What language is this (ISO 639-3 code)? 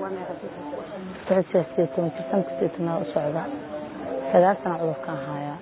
som